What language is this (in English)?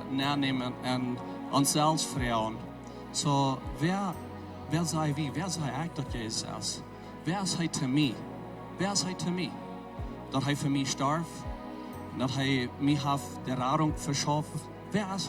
Plautdietsch